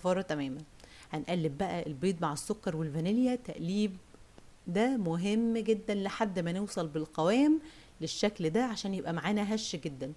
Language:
Egyptian Arabic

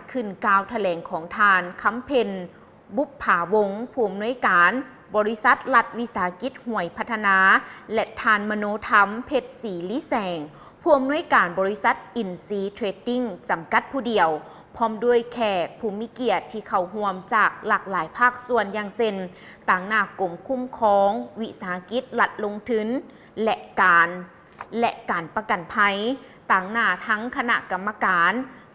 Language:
Lao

